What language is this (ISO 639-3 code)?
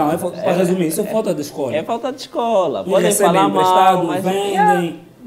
por